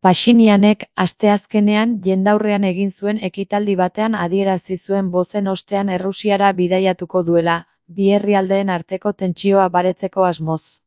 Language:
Basque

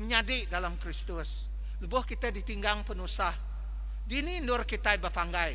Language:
Iban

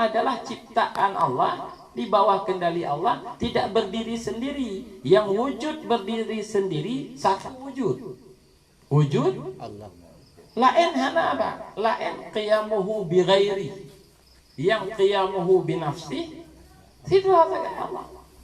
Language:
Achinese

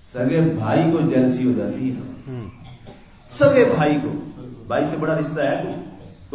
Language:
Urdu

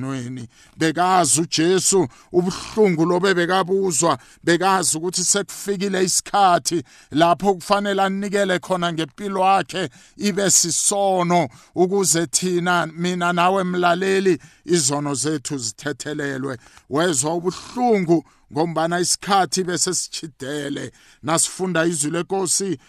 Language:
South Ndebele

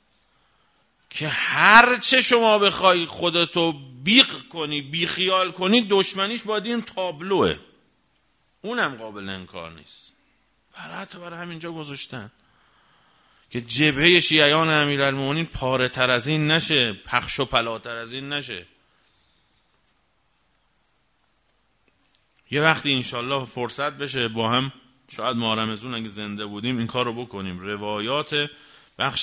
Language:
Persian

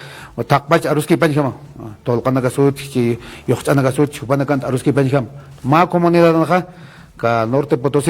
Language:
Aymara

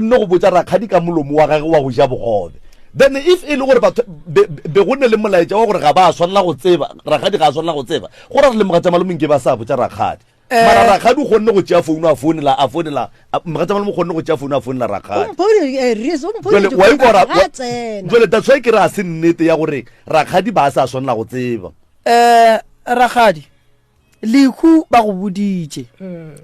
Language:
Northern Sotho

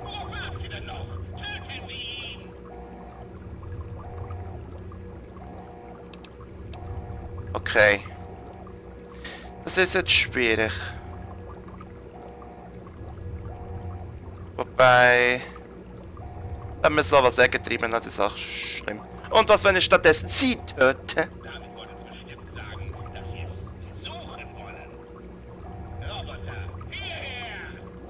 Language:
German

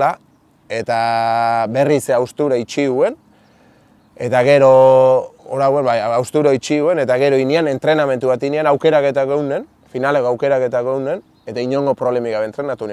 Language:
Basque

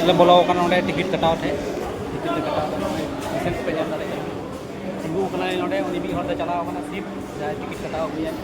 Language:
Santali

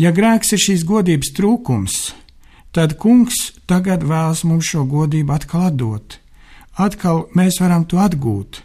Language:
Latvian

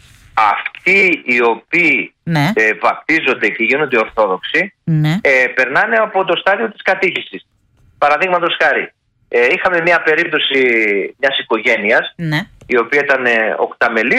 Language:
Greek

